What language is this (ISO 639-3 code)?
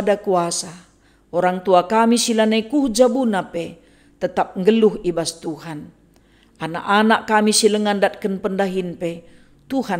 btx